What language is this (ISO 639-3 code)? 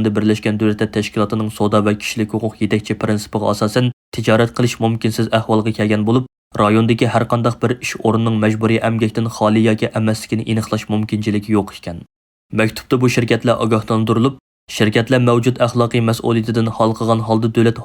uig